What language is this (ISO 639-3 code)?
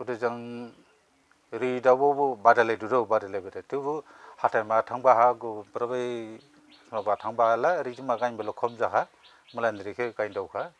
dis